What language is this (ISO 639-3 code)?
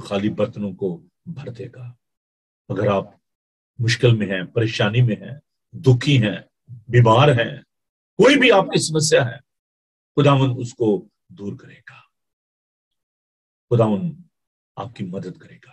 urd